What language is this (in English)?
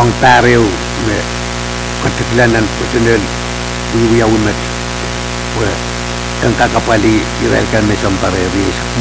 Pohnpeian